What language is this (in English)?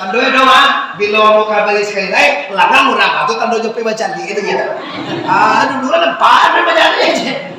Minangkabau